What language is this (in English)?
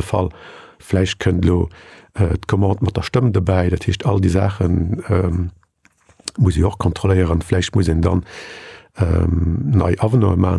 Luxembourgish